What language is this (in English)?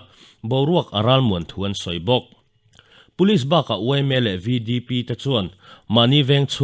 Mizo